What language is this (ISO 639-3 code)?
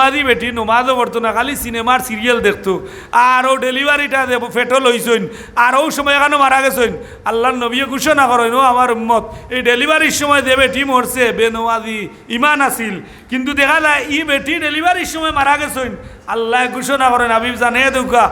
syl